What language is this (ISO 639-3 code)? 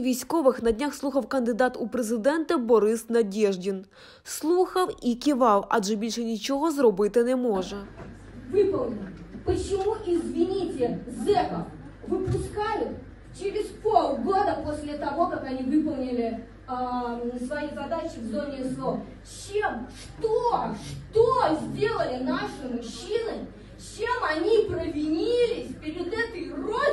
ukr